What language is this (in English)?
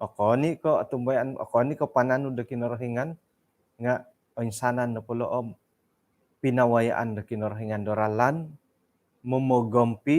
Central Dusun